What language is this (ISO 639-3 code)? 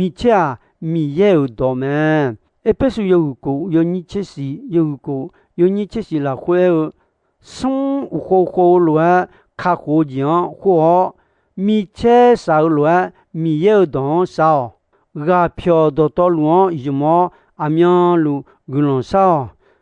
ahk